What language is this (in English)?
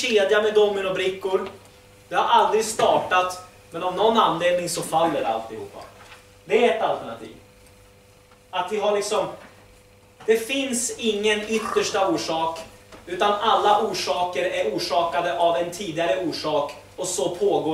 Swedish